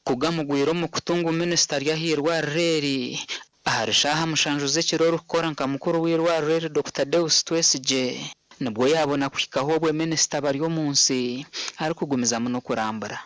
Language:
Nyankole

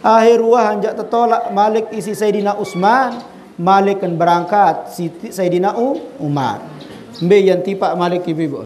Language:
Sasak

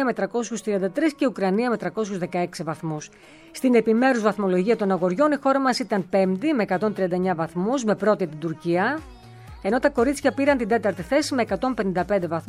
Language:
Greek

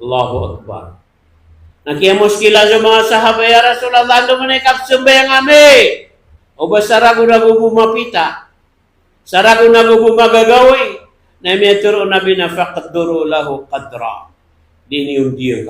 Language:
Maranao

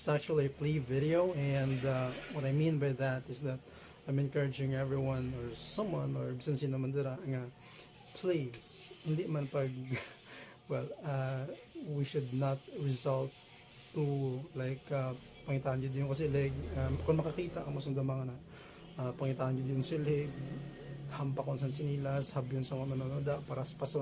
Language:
Hiligaynon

